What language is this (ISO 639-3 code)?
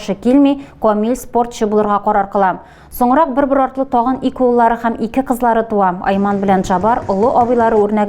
tat